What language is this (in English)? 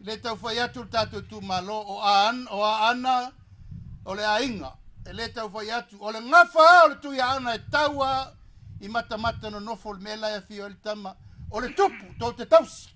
Samoan